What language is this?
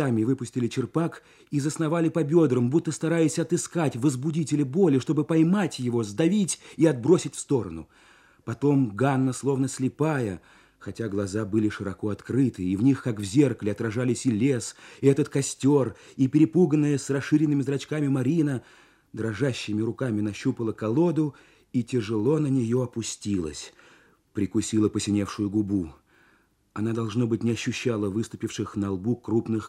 Russian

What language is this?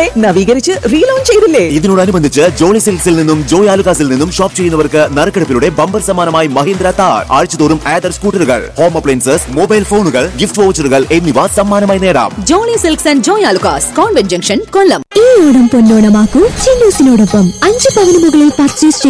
Malayalam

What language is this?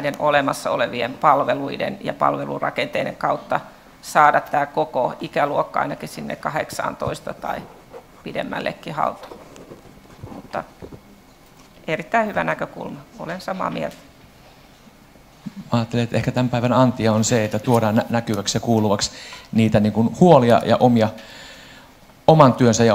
Finnish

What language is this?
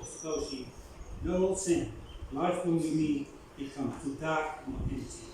Bislama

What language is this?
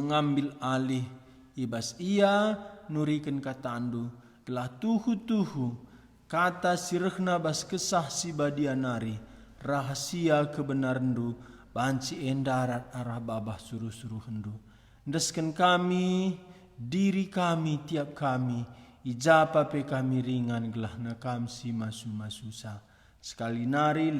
Batak Karo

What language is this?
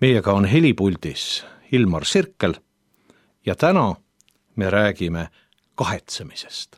Estonian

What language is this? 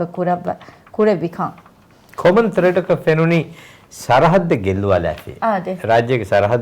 Divehi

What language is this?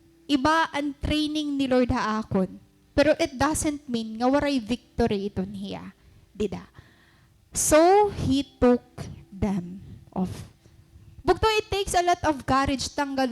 Waray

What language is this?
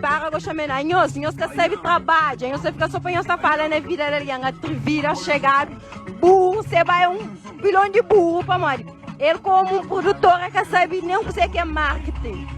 Kabuverdianu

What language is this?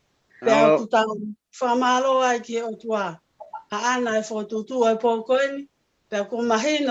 Tongan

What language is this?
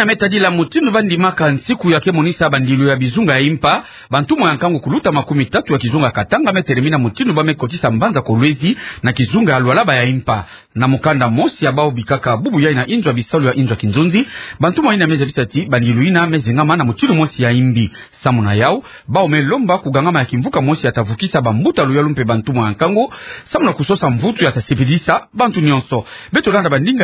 Kituba (Democratic Republic of Congo)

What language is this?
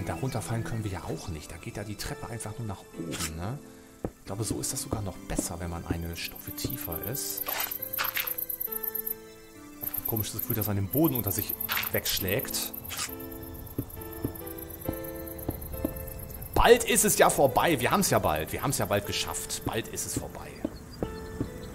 German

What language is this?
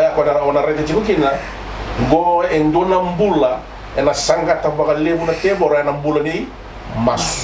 Fijian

